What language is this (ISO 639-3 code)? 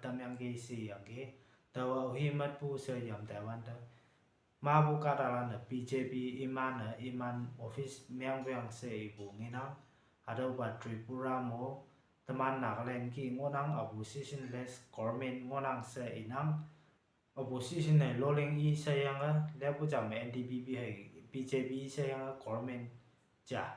nbe